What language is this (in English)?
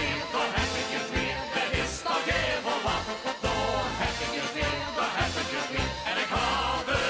Limburgish